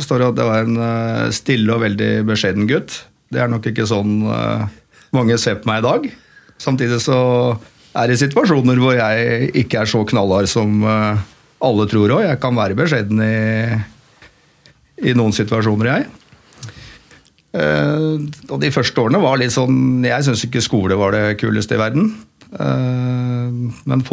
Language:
Norwegian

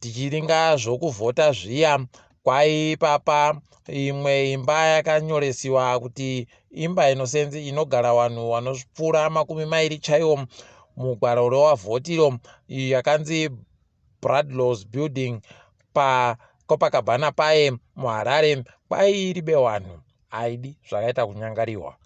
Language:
Ndau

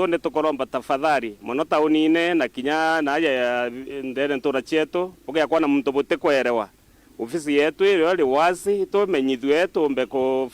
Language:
Meru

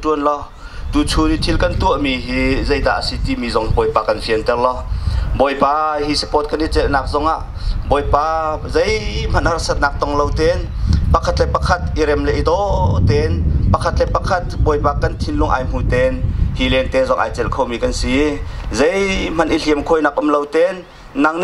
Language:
Hakha Chin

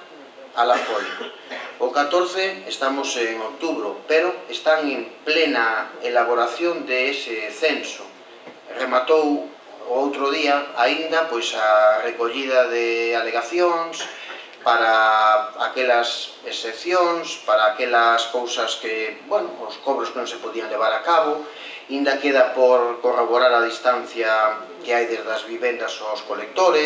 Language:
Galician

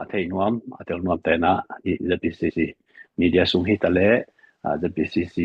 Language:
Tedim Chin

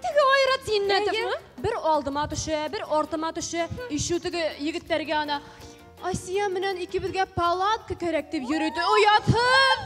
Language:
Bashkir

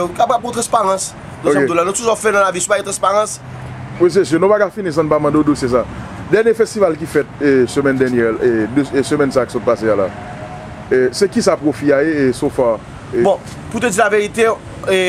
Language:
Haitian Creole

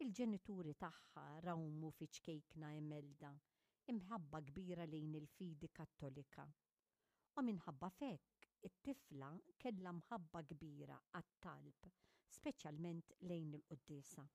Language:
Maltese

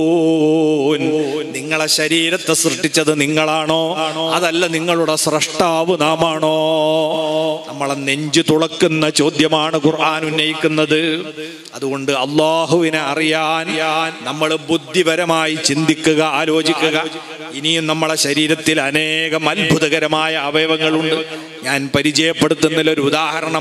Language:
Malayalam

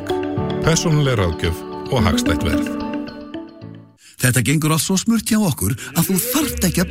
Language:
Icelandic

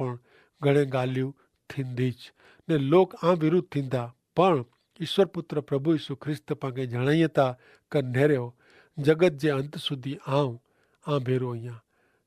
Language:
Kachhi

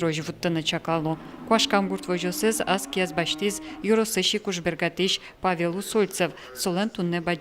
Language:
Udmurt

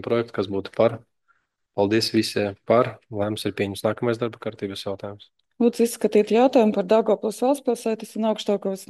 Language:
Latvian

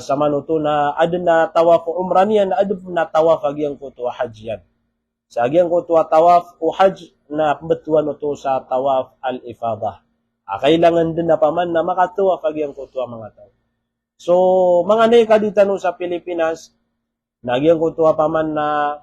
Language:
Maranao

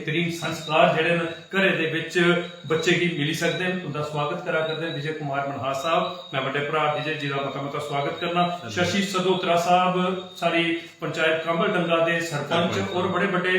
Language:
Dogri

